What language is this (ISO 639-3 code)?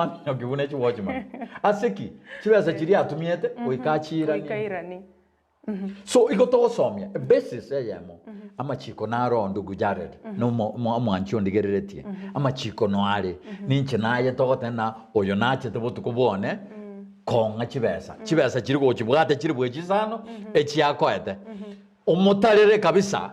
guz